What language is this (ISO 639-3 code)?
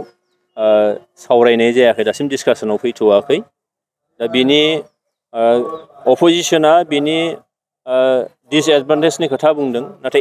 brx